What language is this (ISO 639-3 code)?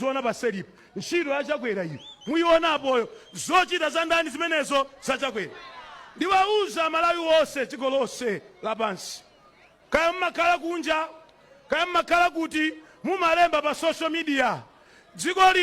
nya